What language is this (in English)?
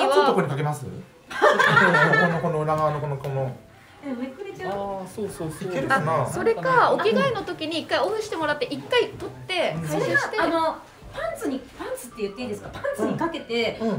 Japanese